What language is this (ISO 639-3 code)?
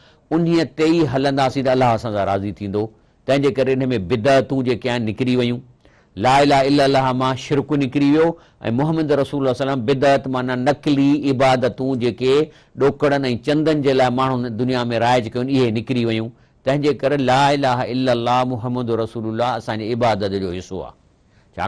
snd